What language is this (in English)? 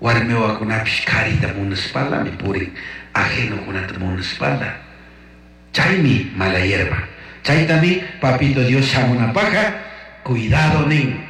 Chimborazo Highland Quichua